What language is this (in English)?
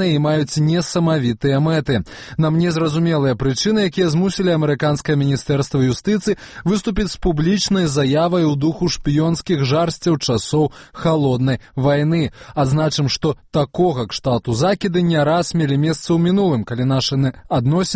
Belarusian